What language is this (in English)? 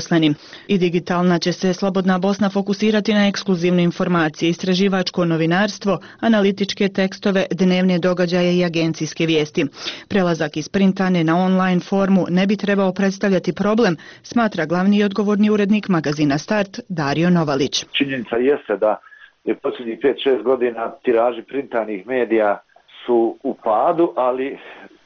Bosnian